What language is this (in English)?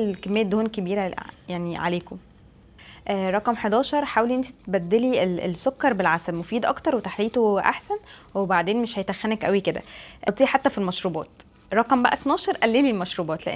Egyptian Arabic